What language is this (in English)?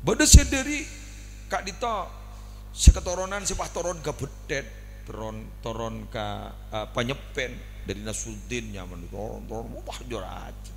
Madurese